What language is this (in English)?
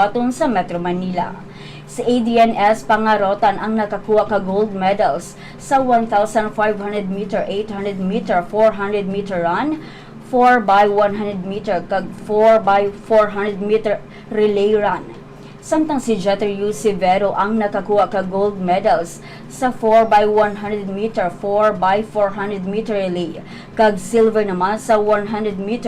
Hiligaynon